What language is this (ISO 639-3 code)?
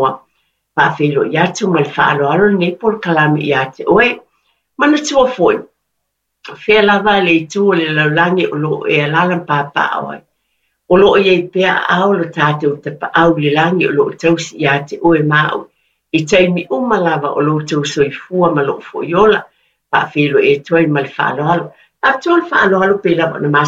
smo